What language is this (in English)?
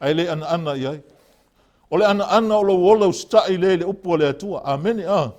Samoan